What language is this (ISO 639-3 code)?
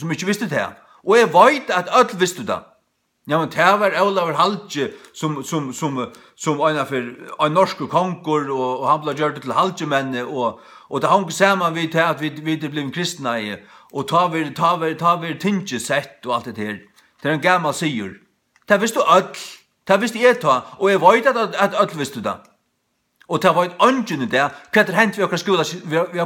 fao